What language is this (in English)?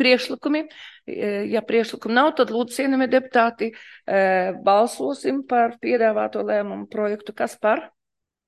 Latvian